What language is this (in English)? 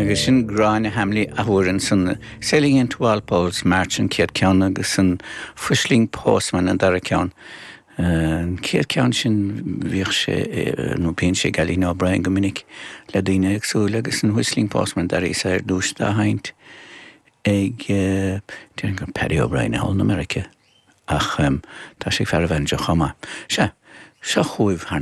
Irish